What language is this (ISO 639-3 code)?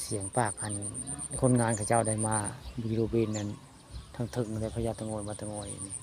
tts